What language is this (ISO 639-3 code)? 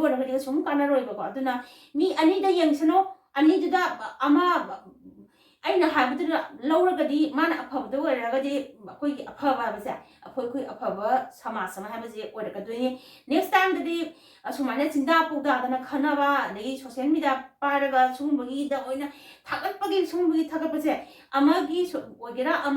mni